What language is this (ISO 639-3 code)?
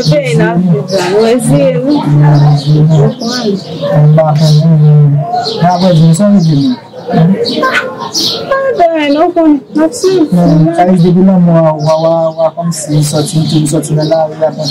hat